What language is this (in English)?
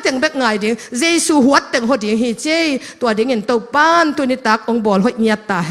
Tedim Chin